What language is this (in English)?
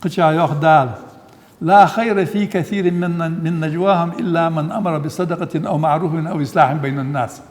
Ingush